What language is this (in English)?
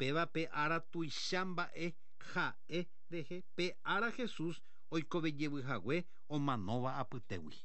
Guarani